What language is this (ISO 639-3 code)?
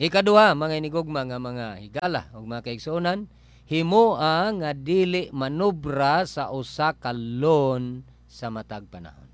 ceb